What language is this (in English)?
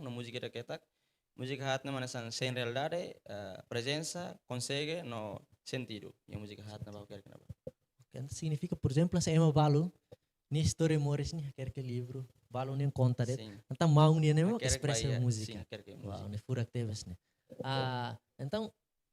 Tetum